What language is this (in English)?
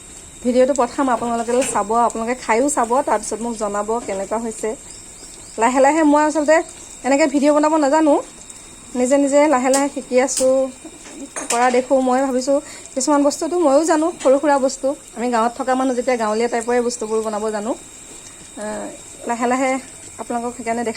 Assamese